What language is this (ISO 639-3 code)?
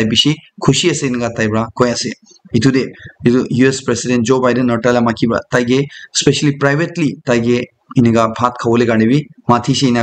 nag